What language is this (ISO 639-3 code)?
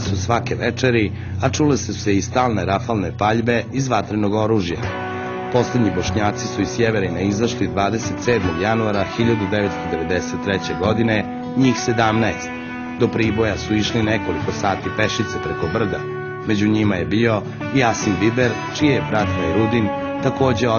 srp